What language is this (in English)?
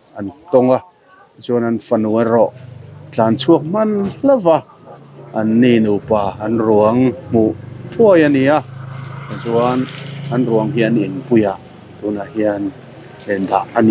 Mizo